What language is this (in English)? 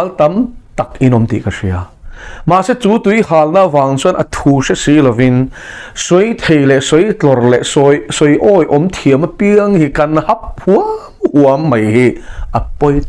Mizo